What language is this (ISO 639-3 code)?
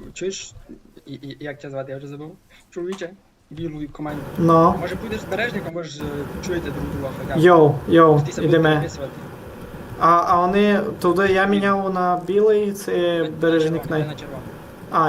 rue